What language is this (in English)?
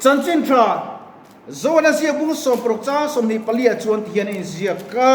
Mizo